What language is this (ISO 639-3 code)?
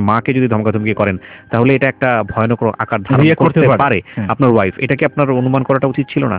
ben